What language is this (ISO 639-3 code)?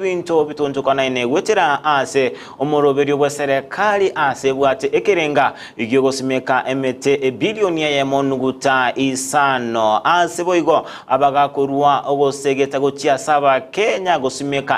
guz